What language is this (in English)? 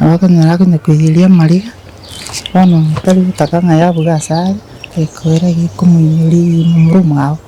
Gusii